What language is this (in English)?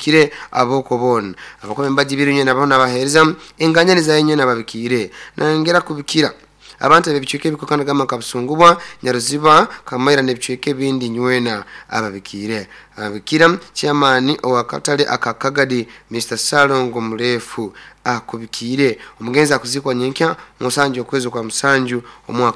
Nyoro